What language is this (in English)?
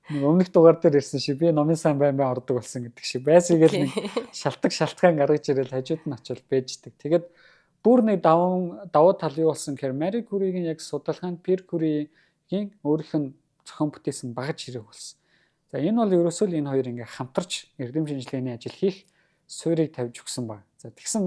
Mongolian